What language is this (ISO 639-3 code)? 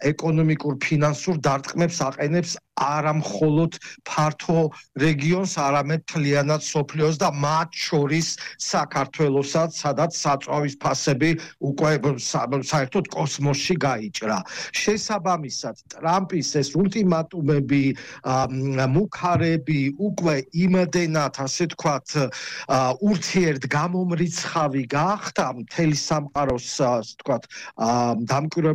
kat